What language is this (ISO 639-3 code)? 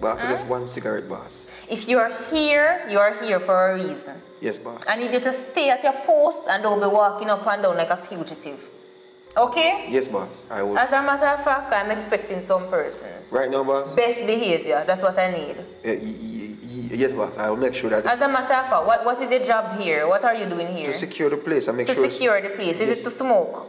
jam